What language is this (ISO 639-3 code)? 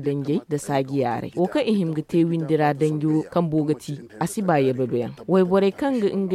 dje